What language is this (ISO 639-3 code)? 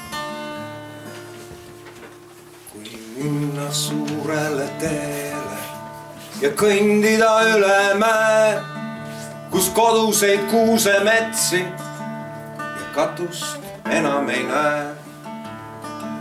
est